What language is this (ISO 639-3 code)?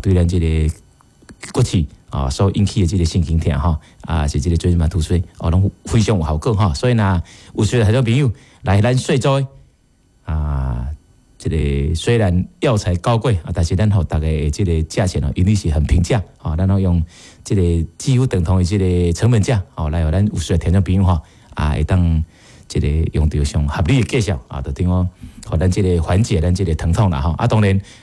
nan